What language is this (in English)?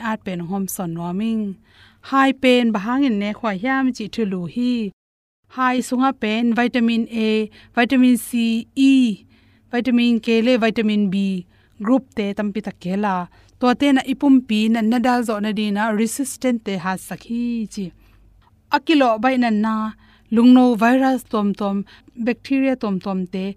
Tedim Chin